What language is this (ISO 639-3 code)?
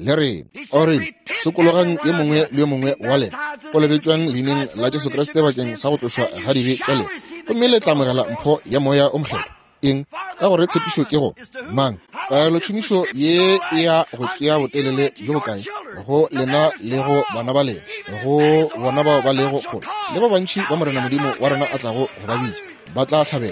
nso